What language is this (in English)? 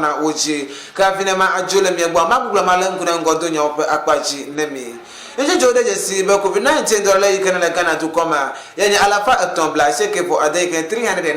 Ewe